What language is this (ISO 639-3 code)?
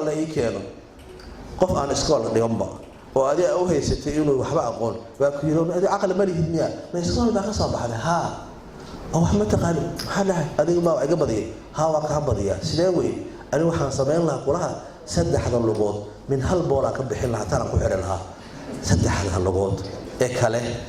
som